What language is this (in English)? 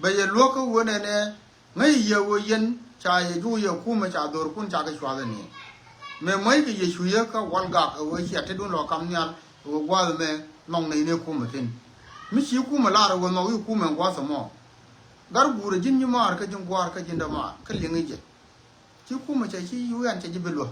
Nuer